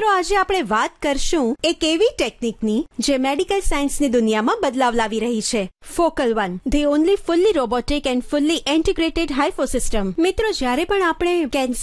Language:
Gujarati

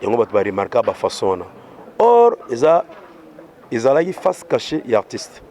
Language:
Lingala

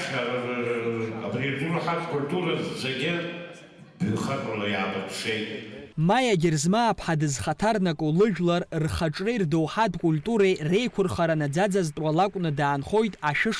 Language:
Abkhazian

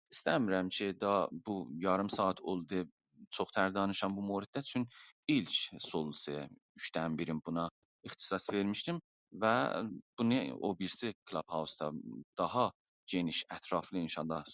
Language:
South Azerbaijani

